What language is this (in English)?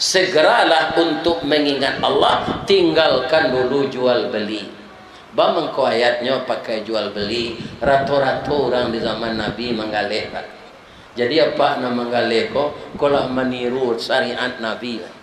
Minangkabau